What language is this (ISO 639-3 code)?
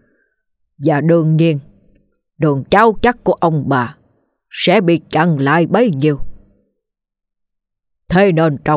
vie